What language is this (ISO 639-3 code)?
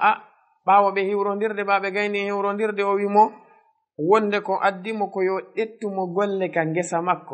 ful